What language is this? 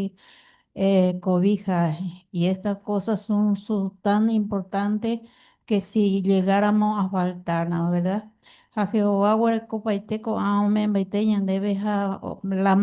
Guarani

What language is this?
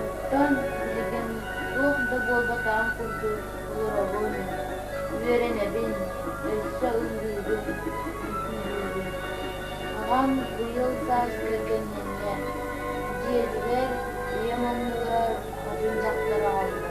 Yakut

